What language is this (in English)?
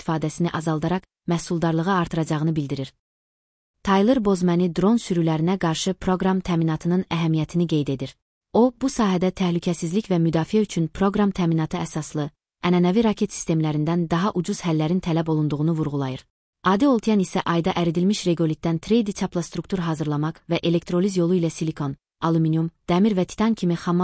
Azerbaijani